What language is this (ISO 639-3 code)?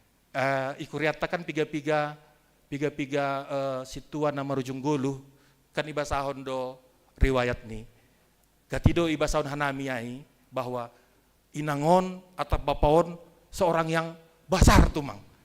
bts